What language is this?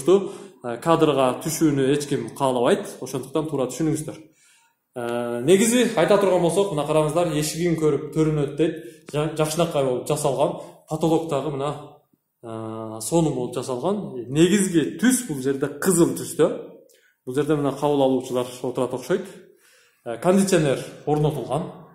Kyrgyz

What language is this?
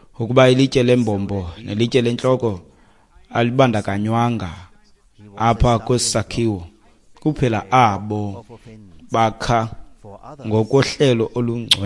Xhosa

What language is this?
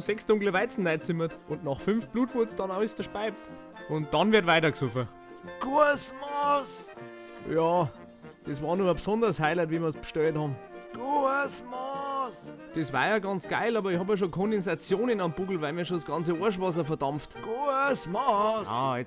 Bavarian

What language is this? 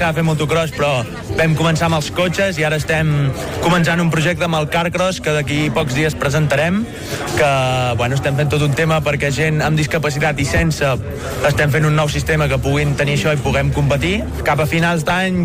Catalan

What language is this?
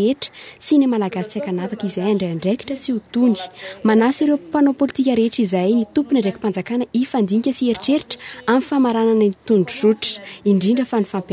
Malagasy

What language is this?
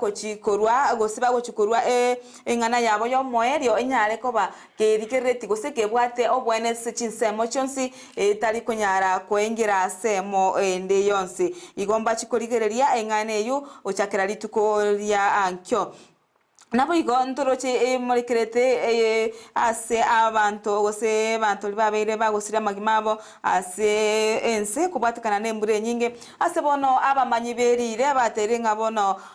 Gusii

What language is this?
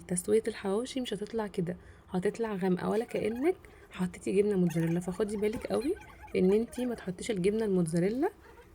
Egyptian Arabic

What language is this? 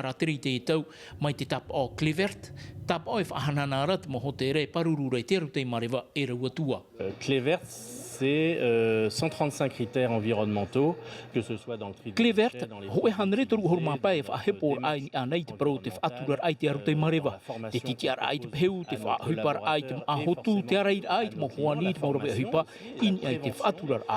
Tahitian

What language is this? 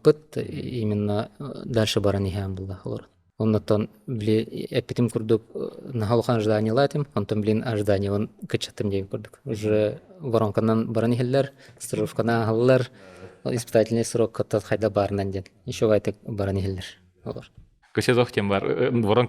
Yakut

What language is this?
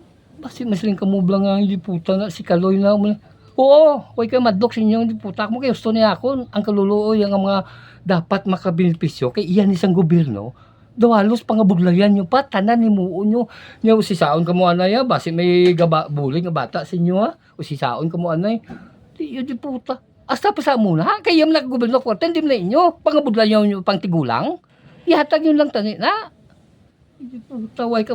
Hiligaynon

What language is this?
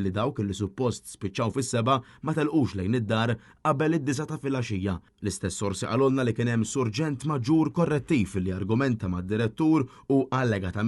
Maltese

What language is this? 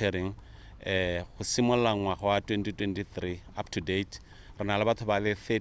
Tswana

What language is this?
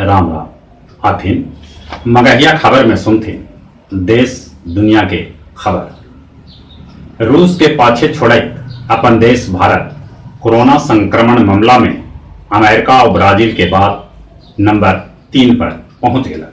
Magahi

